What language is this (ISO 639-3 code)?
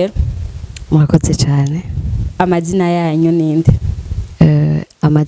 run